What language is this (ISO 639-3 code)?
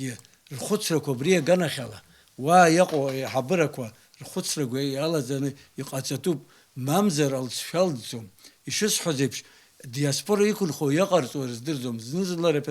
abk